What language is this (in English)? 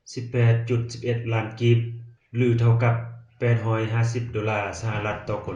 Lao